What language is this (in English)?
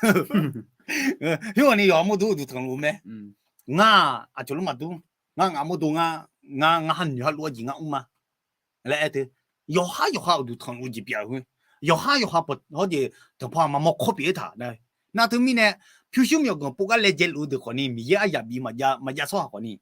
Akha